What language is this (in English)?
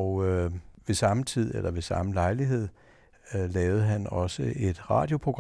Danish